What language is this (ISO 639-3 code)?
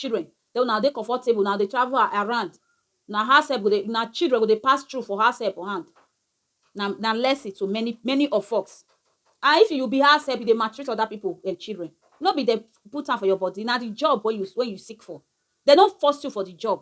pcm